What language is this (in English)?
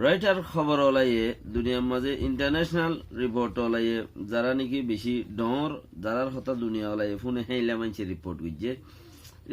Rohingya